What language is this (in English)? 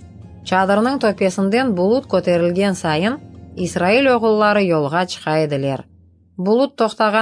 Crimean Tatar